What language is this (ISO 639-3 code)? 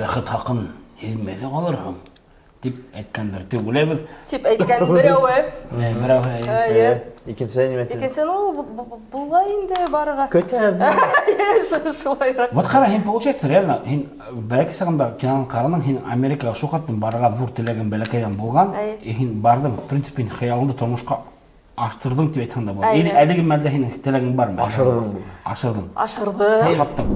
bak